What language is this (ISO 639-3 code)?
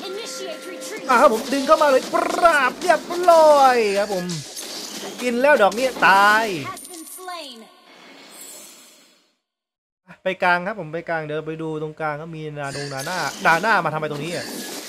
tha